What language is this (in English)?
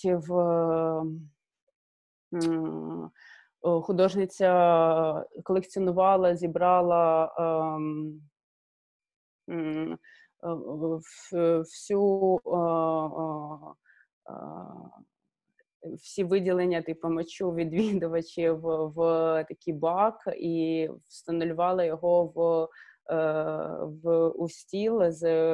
Ukrainian